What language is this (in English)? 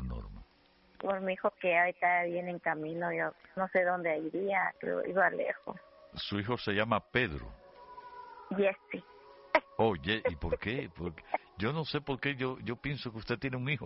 Spanish